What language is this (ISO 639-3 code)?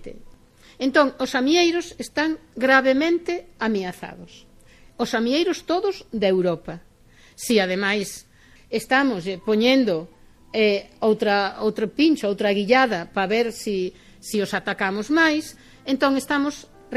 glg